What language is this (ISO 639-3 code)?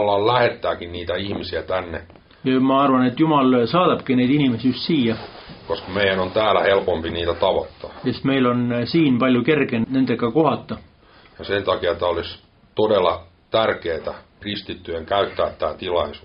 est